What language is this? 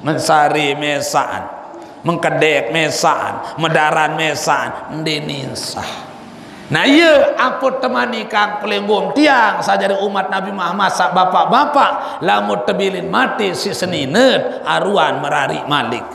Sasak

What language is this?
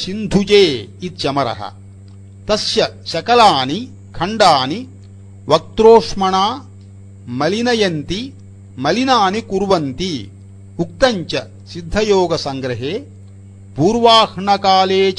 Sanskrit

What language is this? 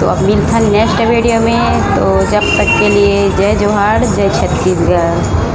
Chhattisgarhi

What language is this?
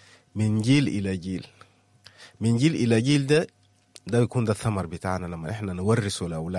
Sudanese Arabic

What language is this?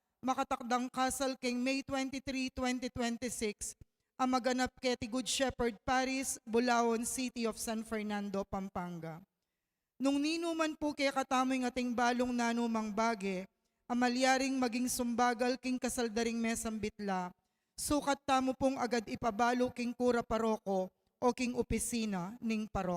Pampanga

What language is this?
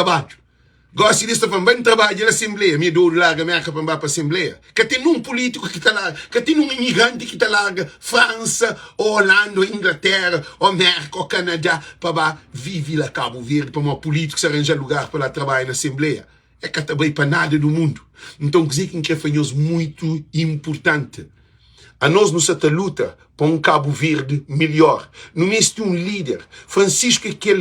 Kabuverdianu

